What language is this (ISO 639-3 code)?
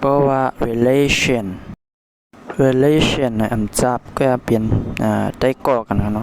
shn